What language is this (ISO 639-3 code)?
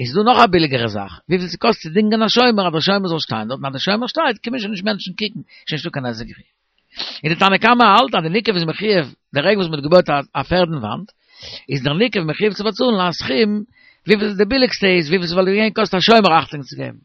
yid